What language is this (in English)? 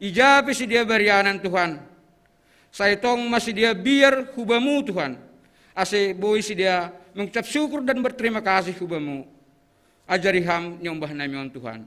Batak Simalungun